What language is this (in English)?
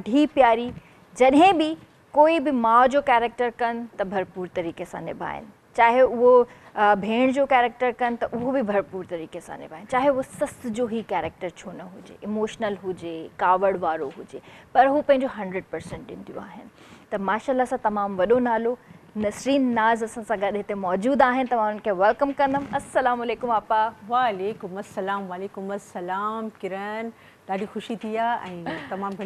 Sindhi